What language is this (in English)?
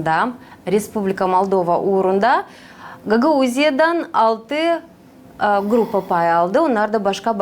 Gagauz